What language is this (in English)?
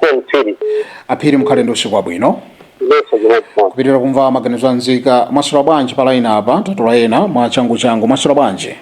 Nyanja